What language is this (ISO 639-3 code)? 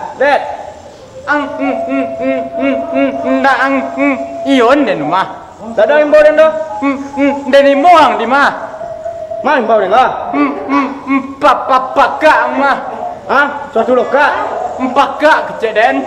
min